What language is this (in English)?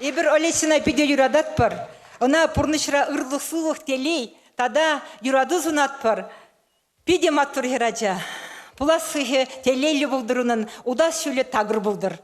Chuvash